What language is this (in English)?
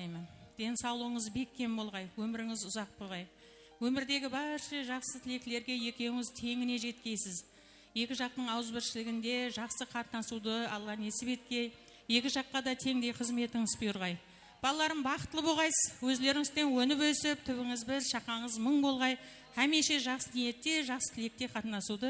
Kara-Kalpak